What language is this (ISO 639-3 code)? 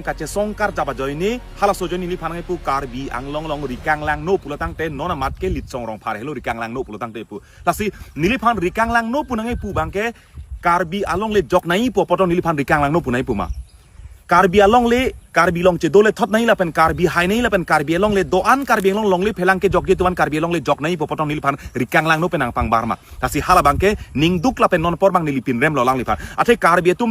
mjw